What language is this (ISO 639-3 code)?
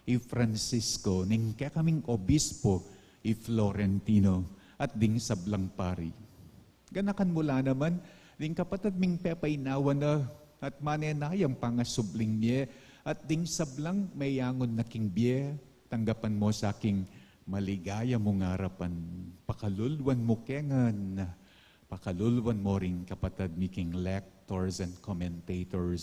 pam